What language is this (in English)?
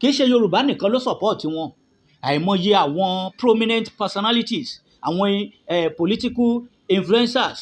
Yoruba